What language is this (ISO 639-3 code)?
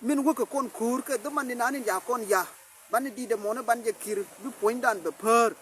nus